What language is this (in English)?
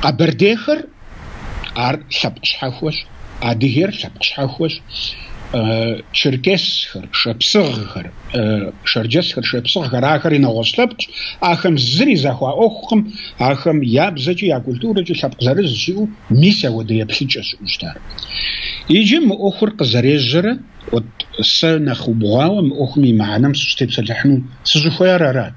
Kabardian